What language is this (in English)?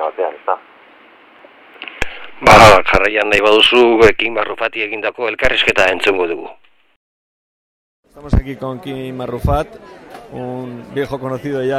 Basque